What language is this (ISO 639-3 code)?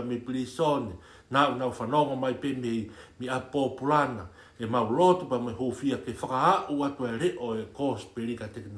ton